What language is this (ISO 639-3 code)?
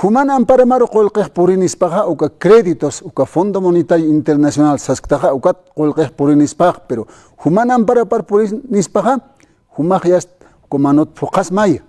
aym